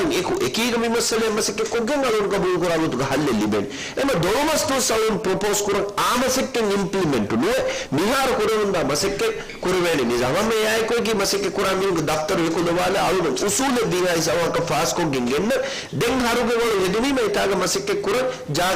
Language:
Divehi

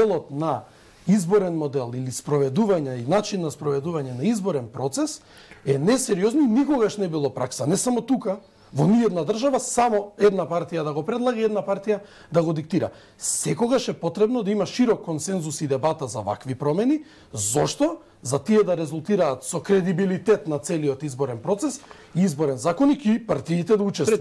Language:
Macedonian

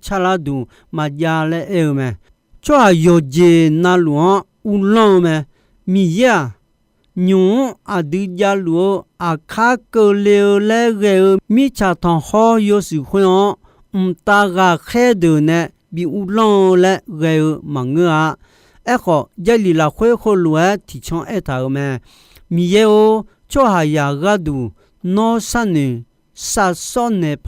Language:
Akha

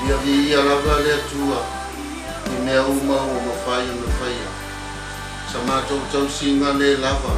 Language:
Samoan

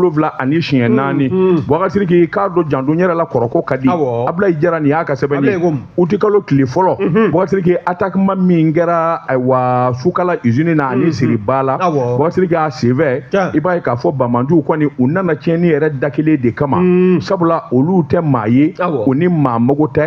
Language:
Bambara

